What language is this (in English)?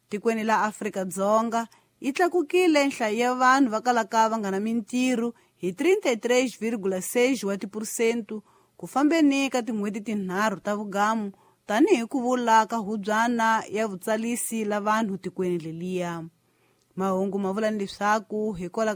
Tsonga